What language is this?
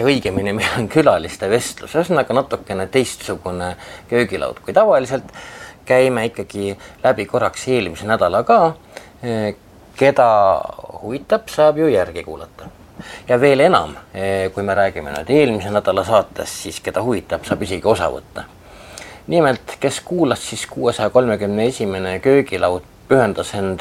Estonian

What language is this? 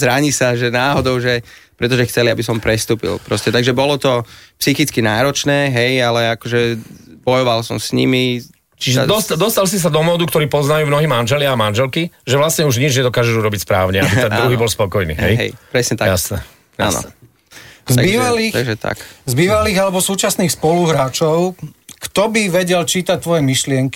Slovak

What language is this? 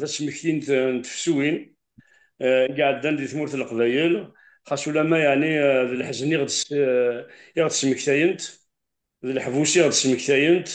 Kabyle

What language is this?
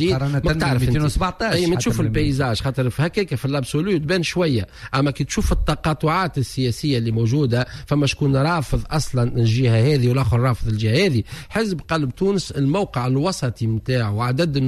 Tunisian Arabic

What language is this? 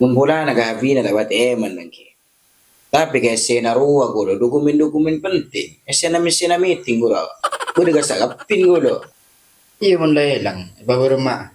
Madurese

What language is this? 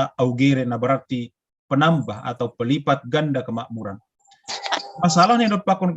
Batak Simalungun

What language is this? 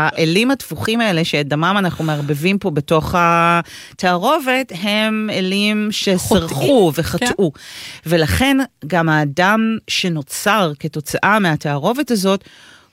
Hebrew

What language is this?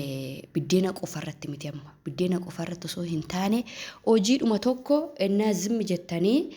Oromo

